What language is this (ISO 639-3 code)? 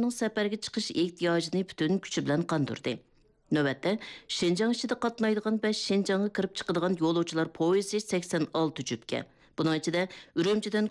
uig